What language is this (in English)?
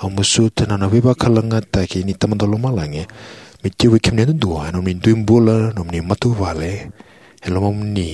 Fijian